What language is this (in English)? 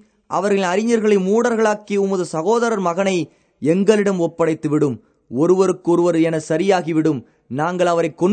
Tamil